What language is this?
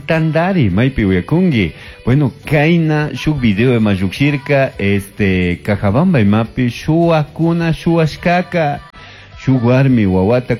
Chimborazo Highland Quichua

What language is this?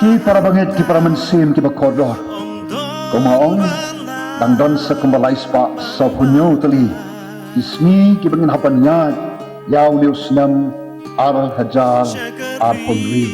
Khasi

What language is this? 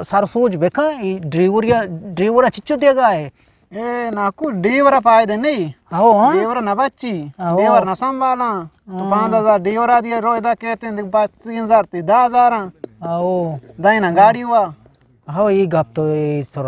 Eastern Balochi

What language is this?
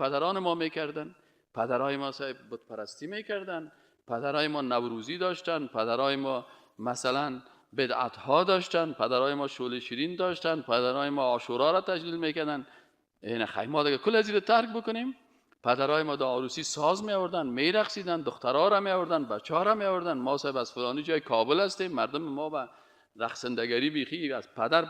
Persian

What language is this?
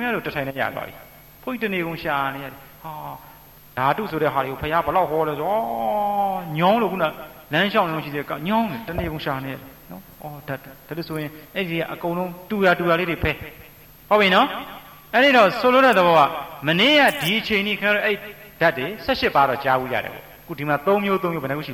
Burmese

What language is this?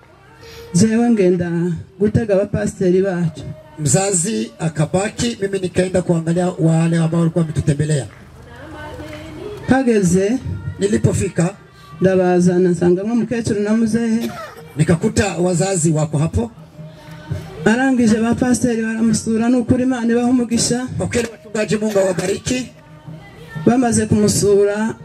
Kinyarwanda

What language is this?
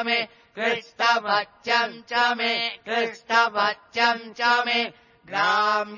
Sanskrit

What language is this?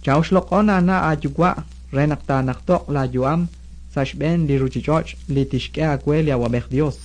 Kekchí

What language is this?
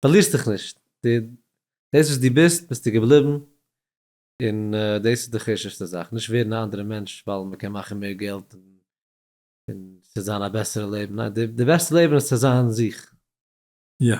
Yiddish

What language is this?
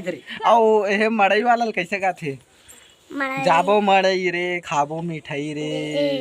Chhattisgarhi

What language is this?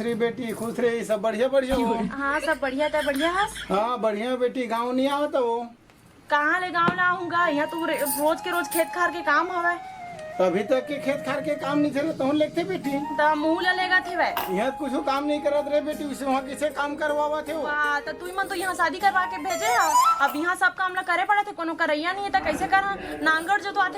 Chhattisgarhi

